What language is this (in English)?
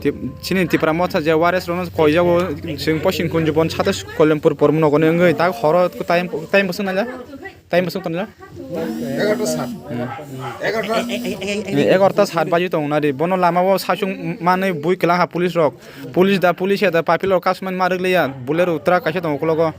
Kok Borok